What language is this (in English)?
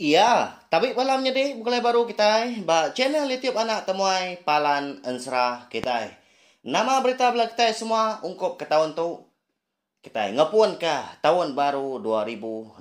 Iban